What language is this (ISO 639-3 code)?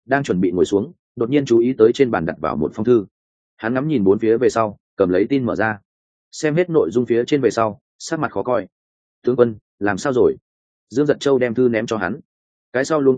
vie